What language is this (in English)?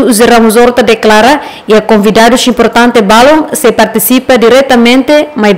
Tetum